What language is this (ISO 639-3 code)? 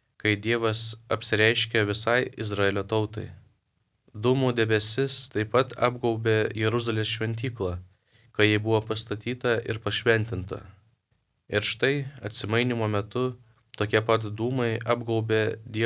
lit